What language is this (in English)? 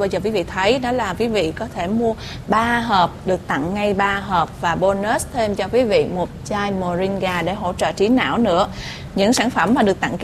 Vietnamese